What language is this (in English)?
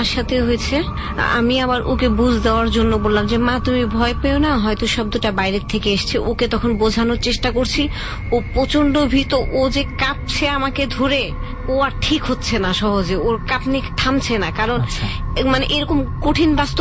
Bangla